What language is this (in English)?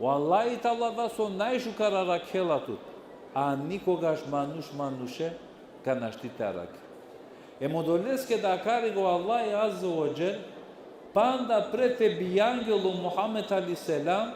Balkan Romani